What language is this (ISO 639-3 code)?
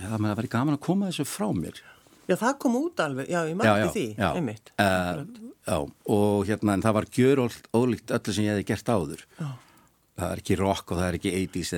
isl